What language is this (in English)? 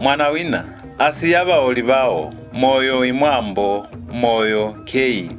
Lozi